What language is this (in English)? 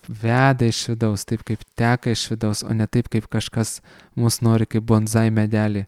Lithuanian